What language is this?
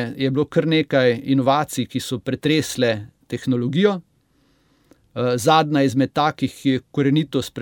Slovenian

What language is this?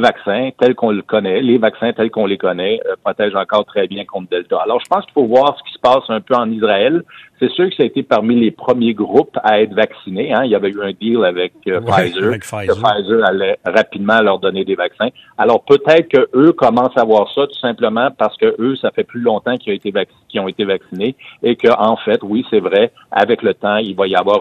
French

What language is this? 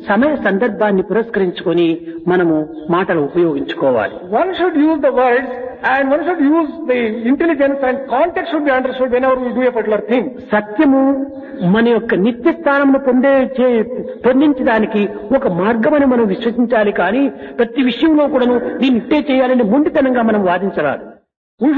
Telugu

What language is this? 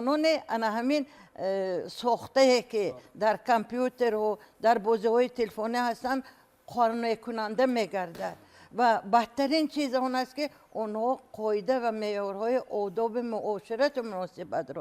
Tajik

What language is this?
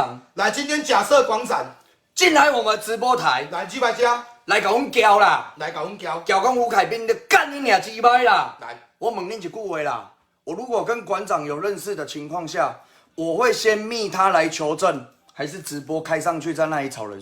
Min Nan Chinese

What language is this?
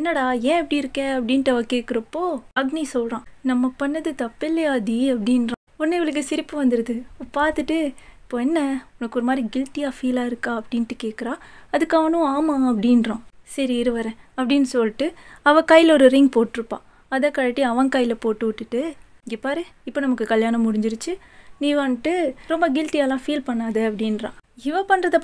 Tamil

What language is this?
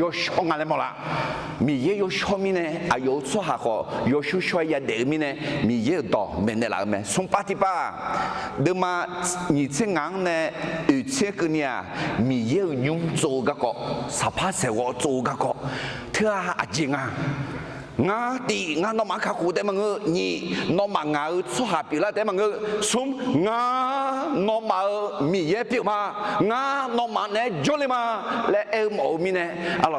Akha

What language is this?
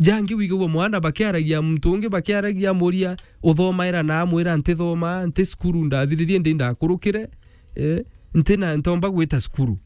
Meru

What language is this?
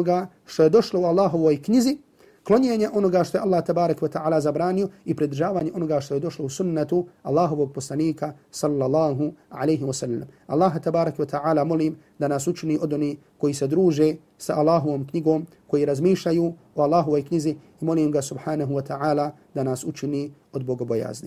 Bosnian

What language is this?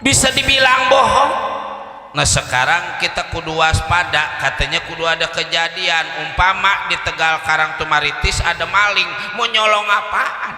Betawi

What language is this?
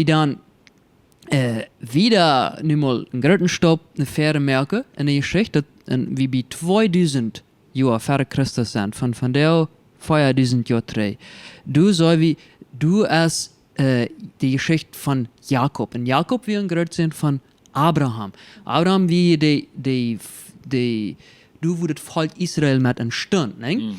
Plautdietsch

